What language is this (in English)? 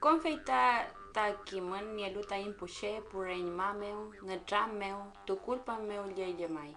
Mapuche